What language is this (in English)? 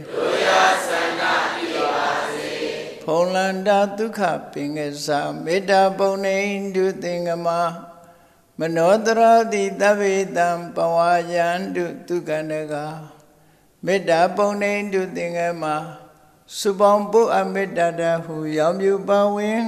Burmese